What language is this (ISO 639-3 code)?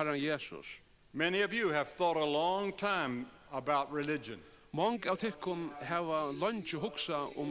fao